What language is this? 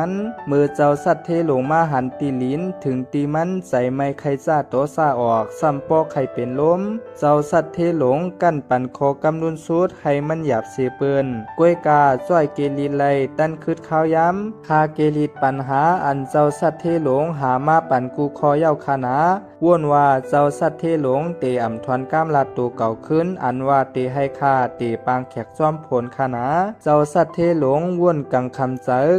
Shan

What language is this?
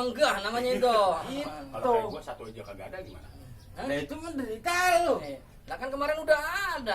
Betawi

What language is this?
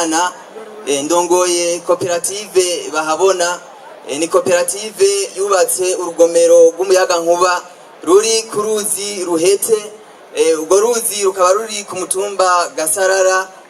Rundi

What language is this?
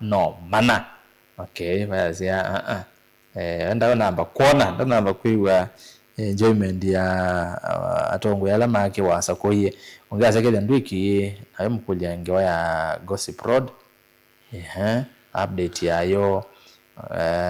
Kamba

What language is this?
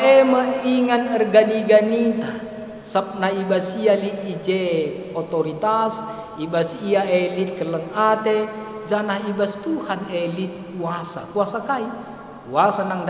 Batak Karo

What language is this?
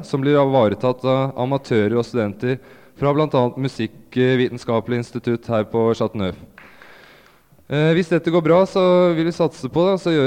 Norwegian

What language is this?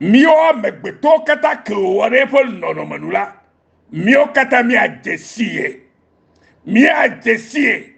Ewe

